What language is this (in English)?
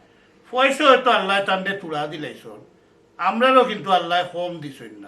Sylheti